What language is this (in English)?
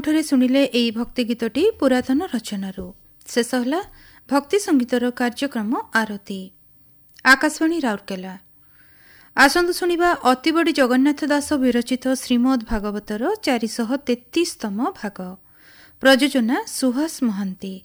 Odia